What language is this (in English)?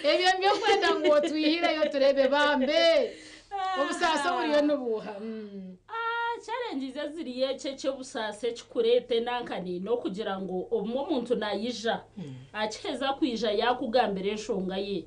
Nyankole